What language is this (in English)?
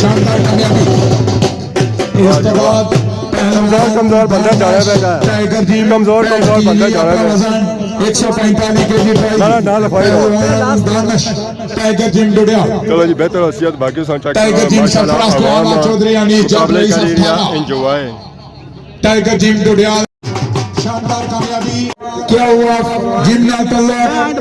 Pahari-Potwari